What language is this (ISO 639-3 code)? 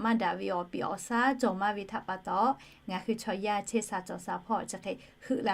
lhu